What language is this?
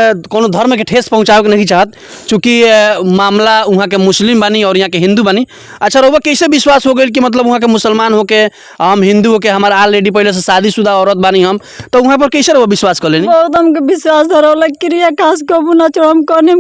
Bhojpuri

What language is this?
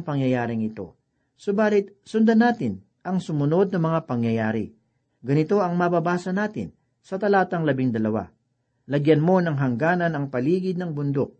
Filipino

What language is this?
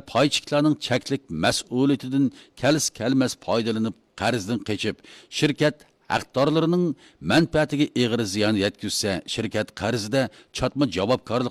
Uyghur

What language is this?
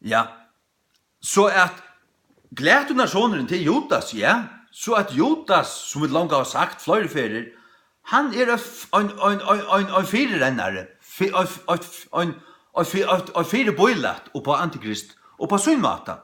Faroese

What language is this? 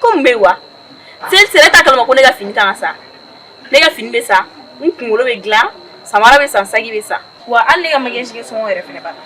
Bambara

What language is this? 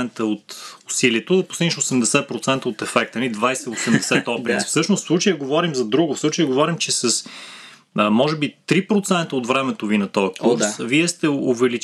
Bulgarian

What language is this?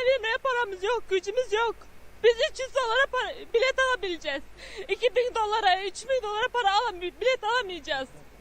Turkmen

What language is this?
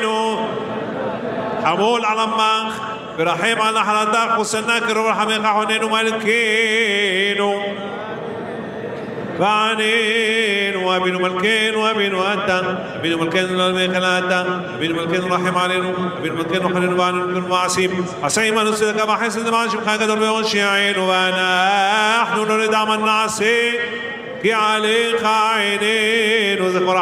Hebrew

